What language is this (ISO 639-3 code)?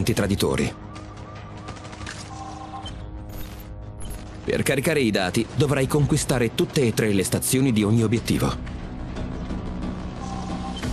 ita